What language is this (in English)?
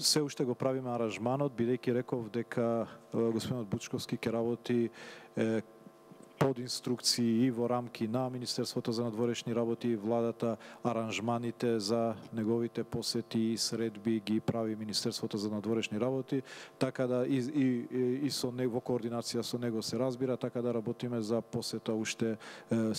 Macedonian